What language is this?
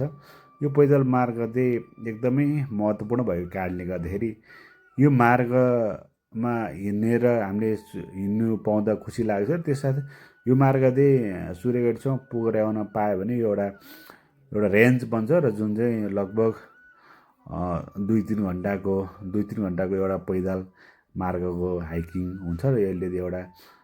Nepali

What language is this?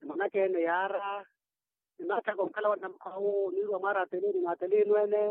Makhuwa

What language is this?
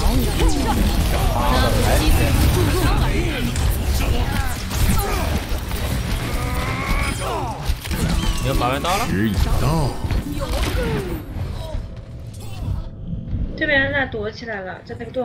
Chinese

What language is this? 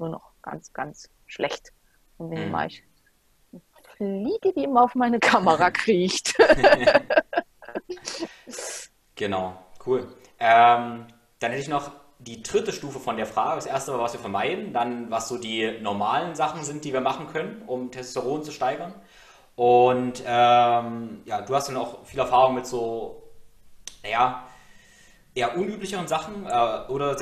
German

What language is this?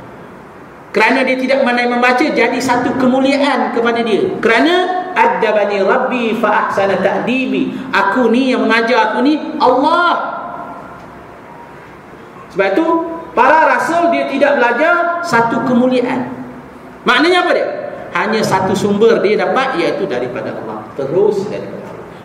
Malay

